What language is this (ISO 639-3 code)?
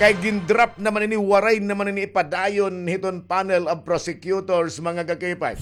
war